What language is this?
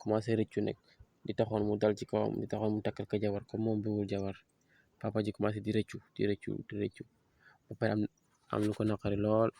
Wolof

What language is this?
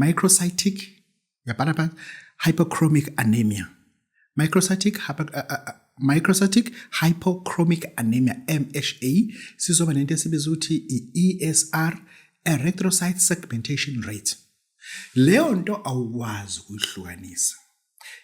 Zulu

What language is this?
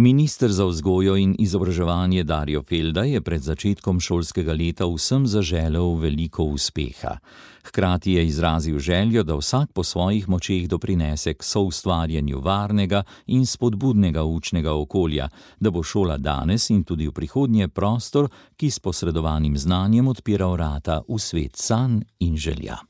Slovenian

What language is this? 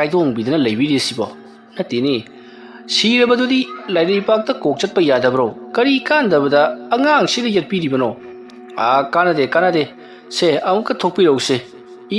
Manipuri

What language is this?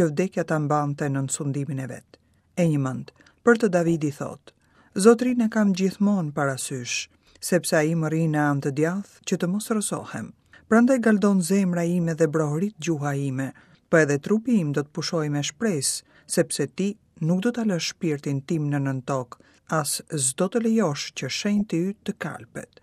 Albanian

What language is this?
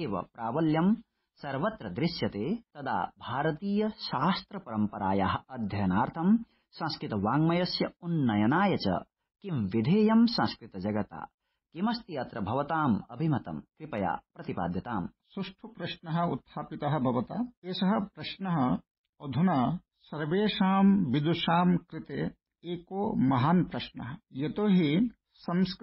Sanskrit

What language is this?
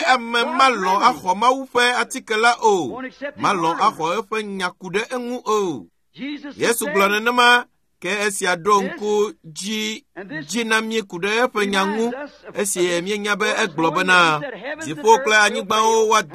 Ewe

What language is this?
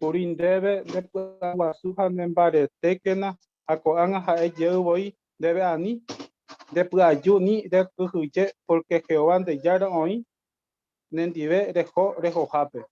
Guarani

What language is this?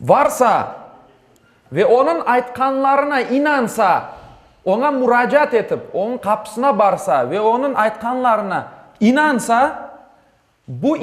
Crimean Tatar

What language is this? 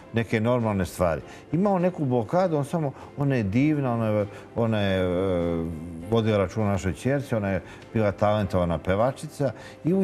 Serbian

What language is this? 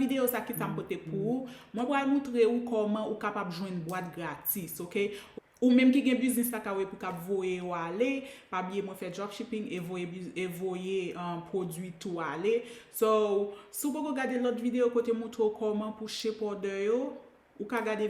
Haitian Creole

